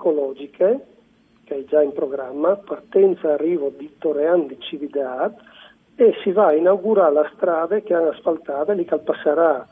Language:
Friulian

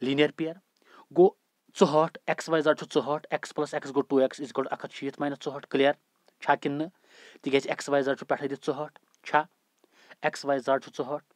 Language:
Kashmiri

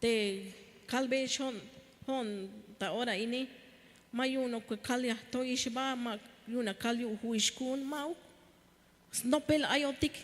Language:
Tzeltal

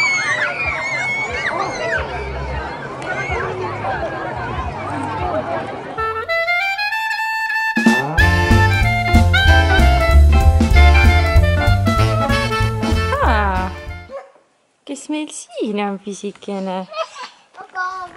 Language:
Estonian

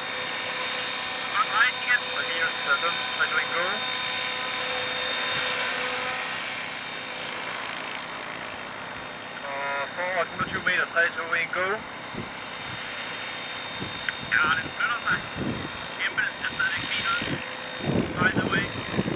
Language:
Danish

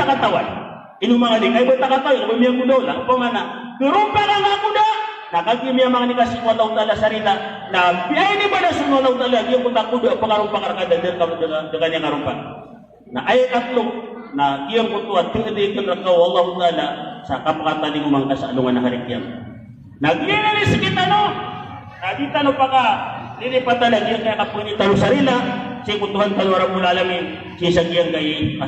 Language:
Maranao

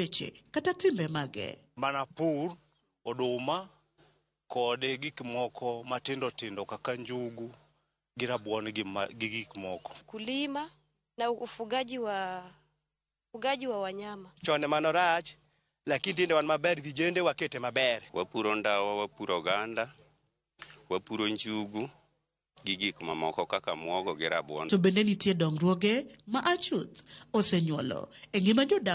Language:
Luo (Kenya and Tanzania)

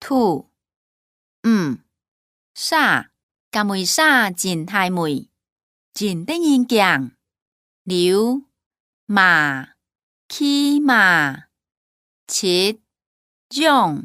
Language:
Hakka Chinese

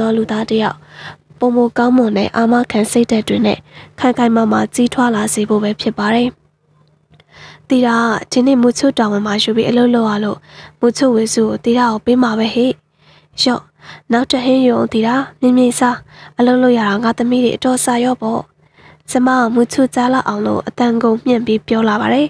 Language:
Burmese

